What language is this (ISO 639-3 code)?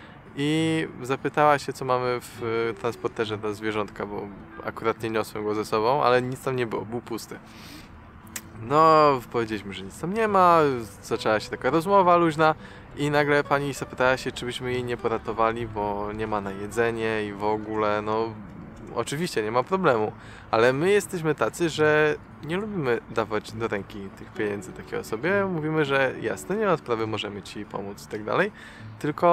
pol